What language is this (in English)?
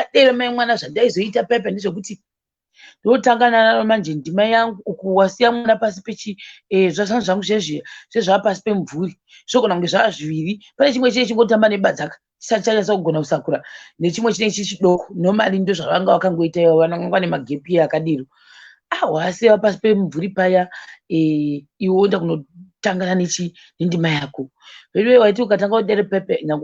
Shona